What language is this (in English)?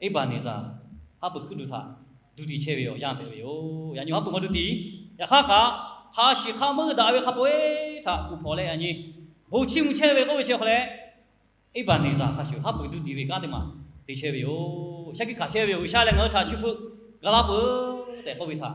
Lahu